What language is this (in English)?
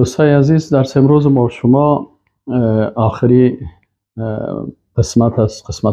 Persian